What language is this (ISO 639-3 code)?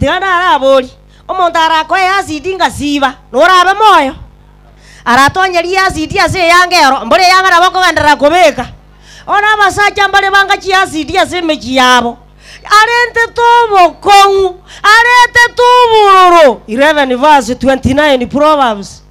guz